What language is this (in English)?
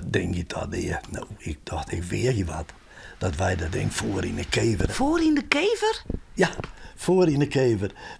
Western Frisian